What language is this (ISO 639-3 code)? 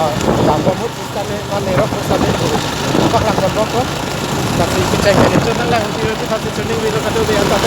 mjw